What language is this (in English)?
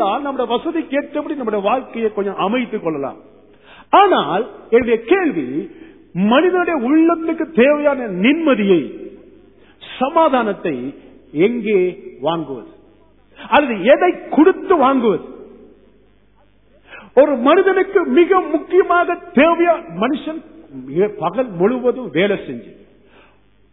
Tamil